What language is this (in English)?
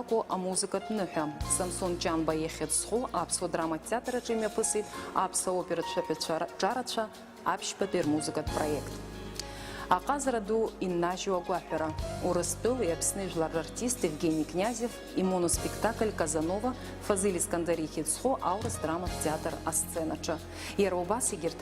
Abkhazian